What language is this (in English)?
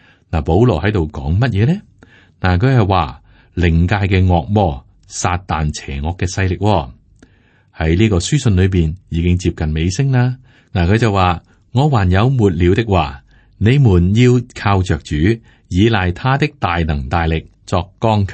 Cantonese